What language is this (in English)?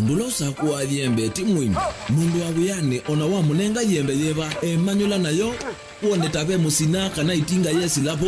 Kamba